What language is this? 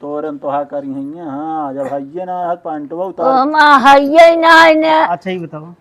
Awadhi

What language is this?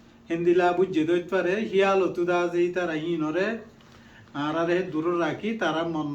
Rohingya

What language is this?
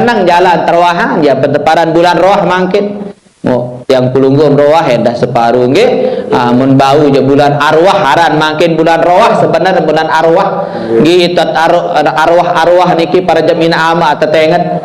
Sasak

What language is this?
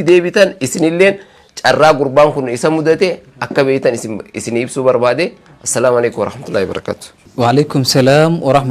Oromo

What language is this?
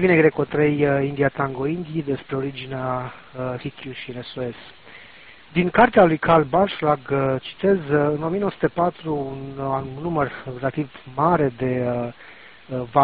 Romanian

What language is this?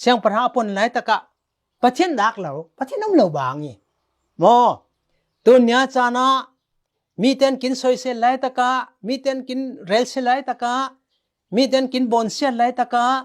Falam Chin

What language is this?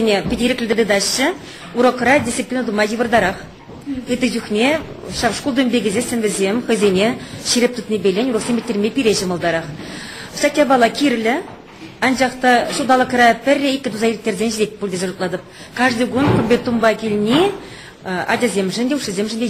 Chuvash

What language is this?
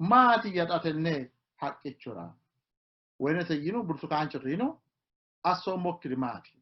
Sidamo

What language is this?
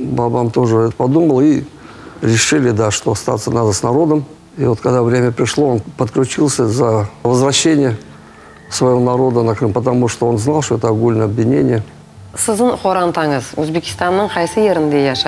Crimean Tatar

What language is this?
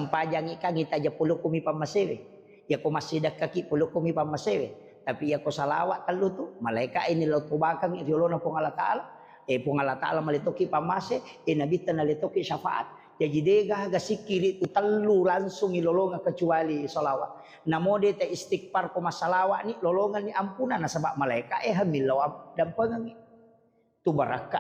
Buginese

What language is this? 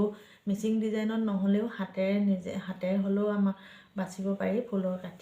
Assamese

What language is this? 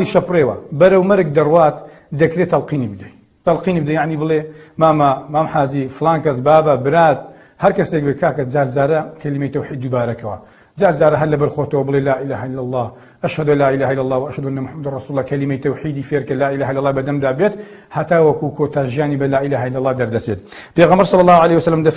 Central Kurdish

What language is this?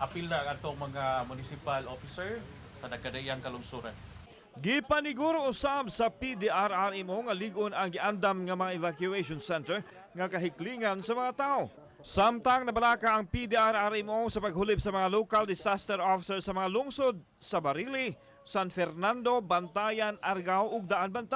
Cebuano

